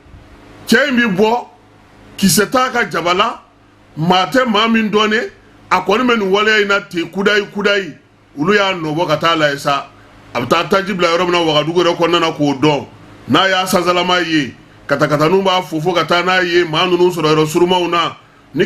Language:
Bambara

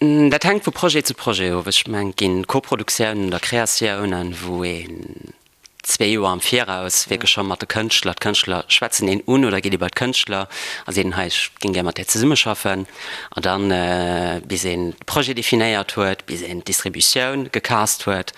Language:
Luxembourgish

